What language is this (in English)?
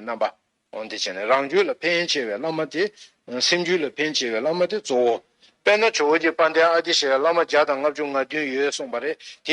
Tibetan